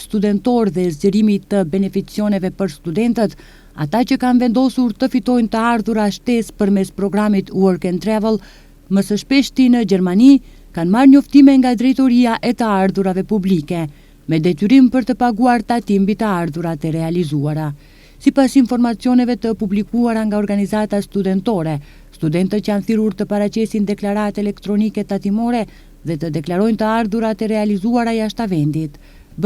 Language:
Albanian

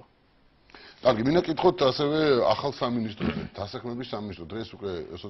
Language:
Georgian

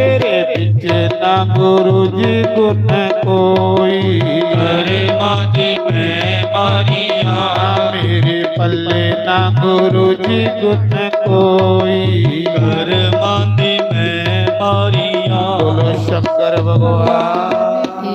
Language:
Dogri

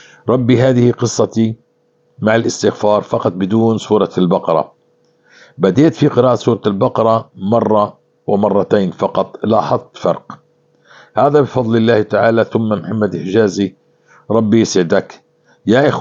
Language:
North Levantine Arabic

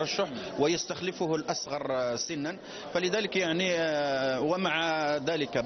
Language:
Arabic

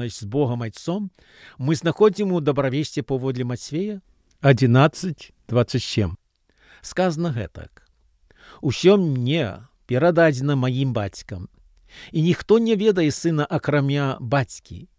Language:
Belarusian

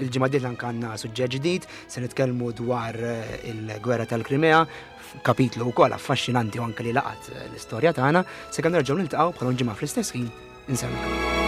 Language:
Maltese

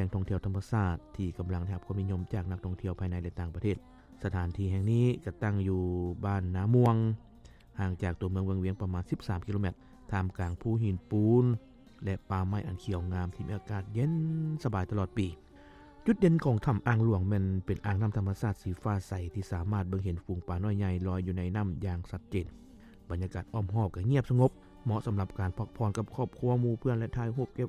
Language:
Lao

